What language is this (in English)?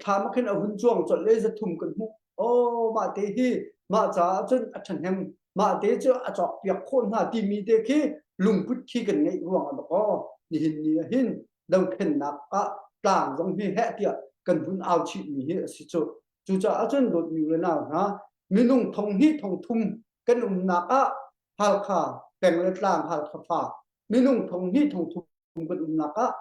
Hakha Chin